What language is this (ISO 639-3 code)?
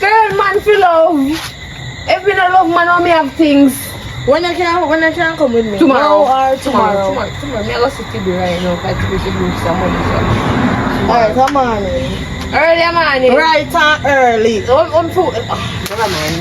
jam